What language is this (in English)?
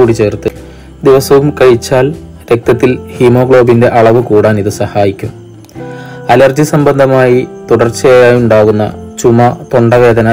Malayalam